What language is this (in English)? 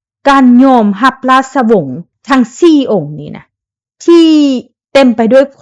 Lao